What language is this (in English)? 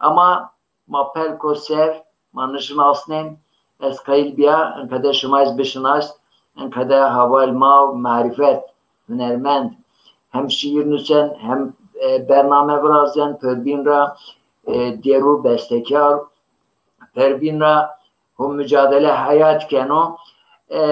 Zaza